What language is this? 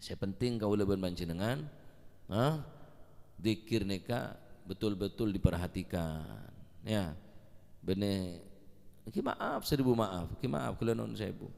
Madurese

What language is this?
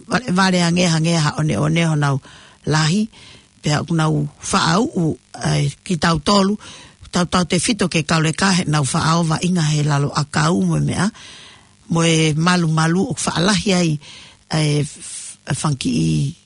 Tongan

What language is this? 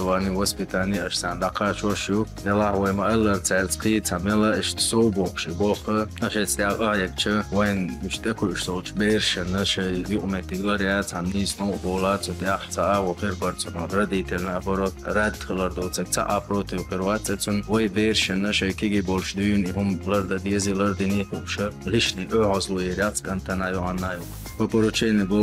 Chechen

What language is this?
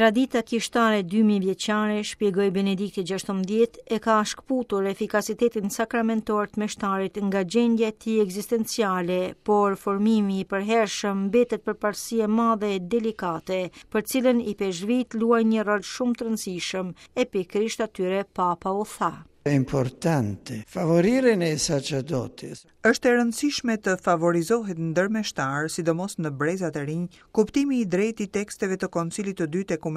Albanian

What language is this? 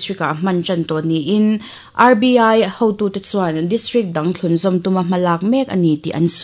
Mizo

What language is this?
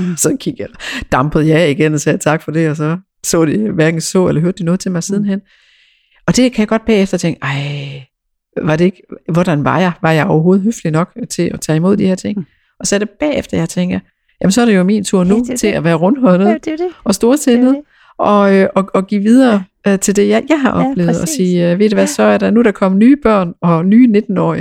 Danish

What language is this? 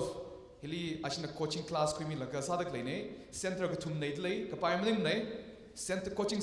Tangkhul Naga (India)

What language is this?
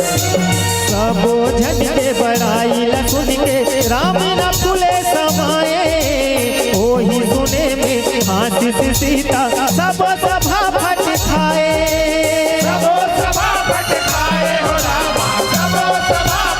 Chhattisgarhi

